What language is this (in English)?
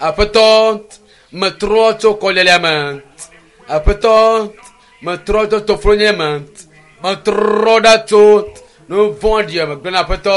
Ewe